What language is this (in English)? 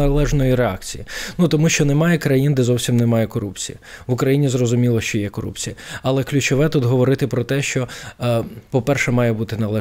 Ukrainian